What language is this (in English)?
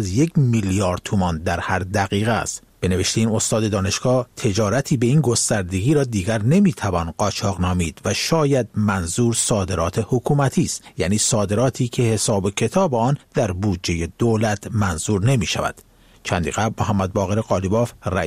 Persian